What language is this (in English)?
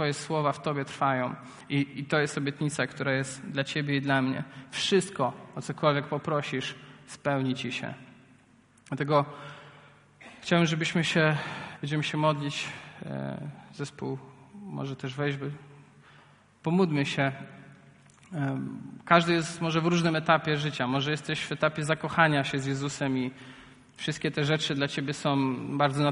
Polish